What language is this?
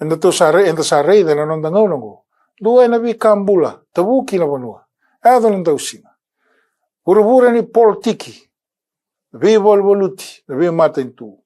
Fijian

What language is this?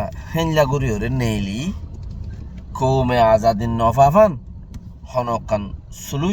Rohingya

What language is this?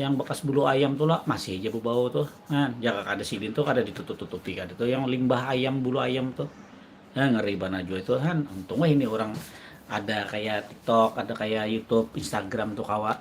Banjar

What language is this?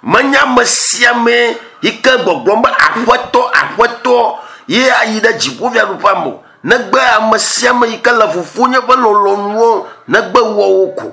Ewe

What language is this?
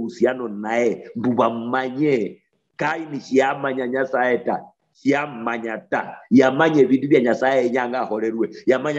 Luyia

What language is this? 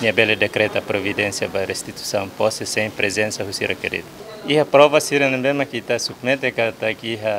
Tetum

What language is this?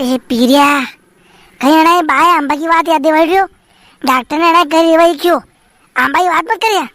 Rajasthani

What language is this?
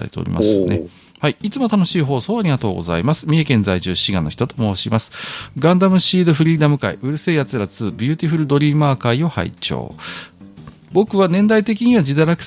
Japanese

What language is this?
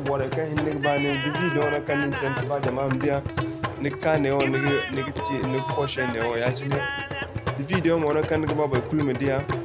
Zarma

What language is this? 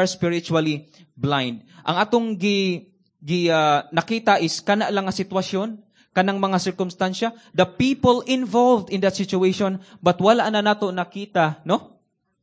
Cebuano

